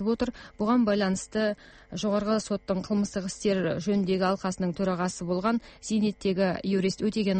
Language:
Kazakh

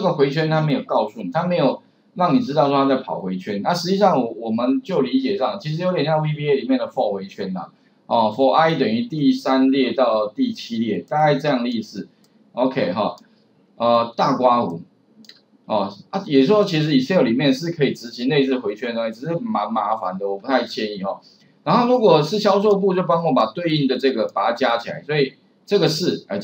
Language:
Chinese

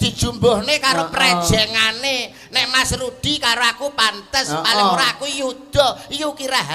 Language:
Javanese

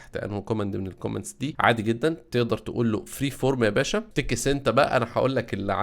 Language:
Egyptian Arabic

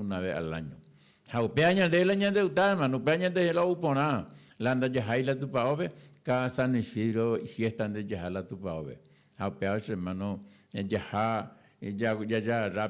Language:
Guarani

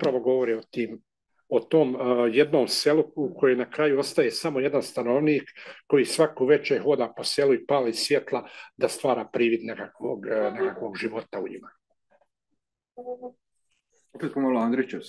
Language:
Croatian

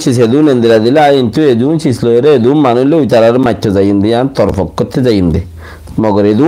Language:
Rohingya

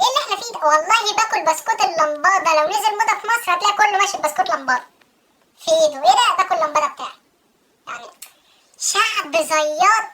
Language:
Egyptian Arabic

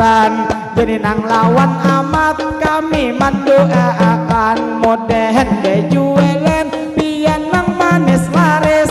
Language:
Banjar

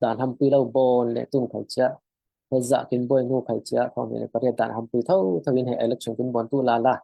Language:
Falam Chin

